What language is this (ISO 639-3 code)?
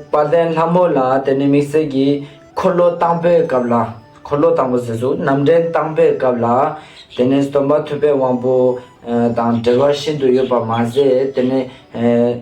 lbj